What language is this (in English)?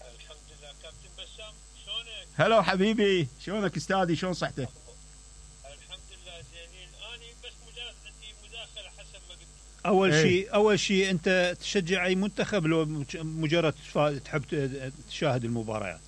Mesopotamian Arabic